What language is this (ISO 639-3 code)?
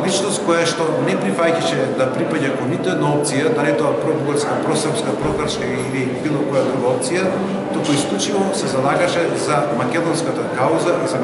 mkd